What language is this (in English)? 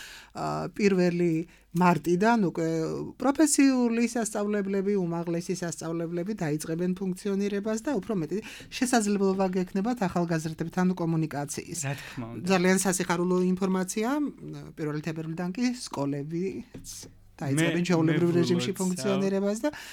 Georgian